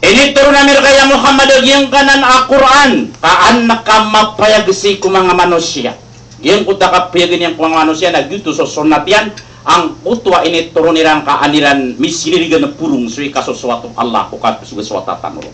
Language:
Maranao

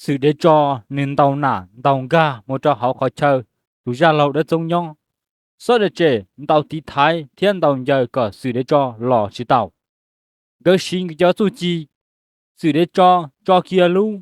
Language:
Hmong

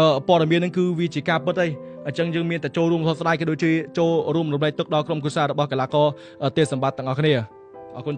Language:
Khmer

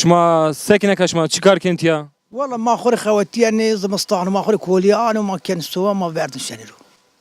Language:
Zaza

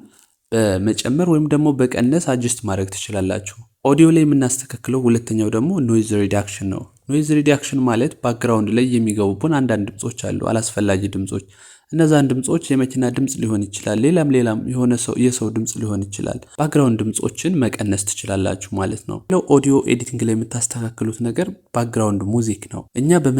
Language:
Amharic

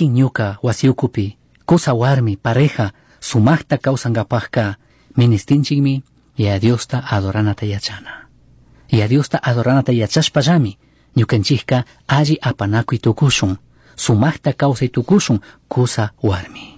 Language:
Chimborazo Highland Quichua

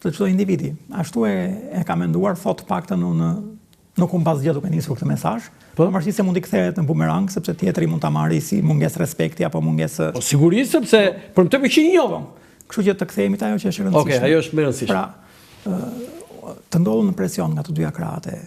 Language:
Albanian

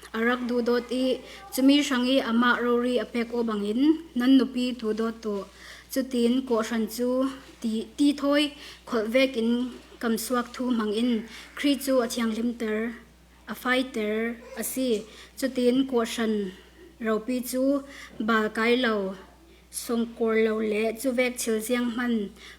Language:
Falam Chin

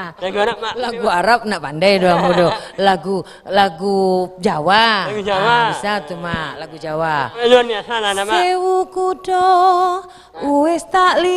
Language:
Minangkabau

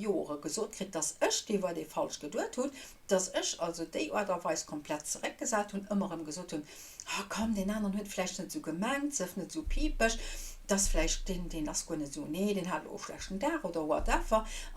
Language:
Luxembourgish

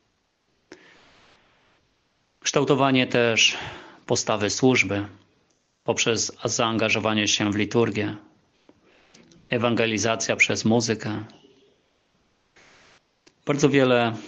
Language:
Polish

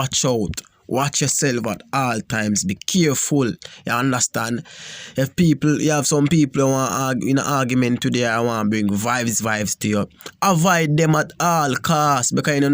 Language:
Jamaican Creole English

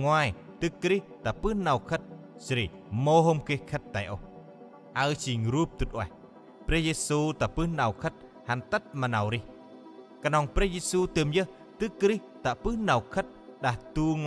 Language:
Central Mnong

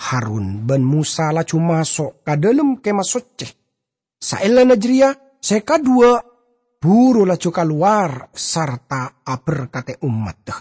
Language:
Madurese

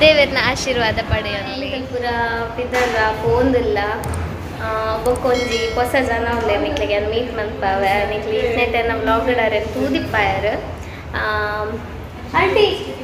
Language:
Tulu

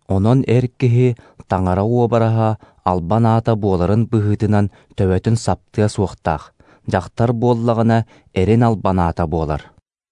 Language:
Yakut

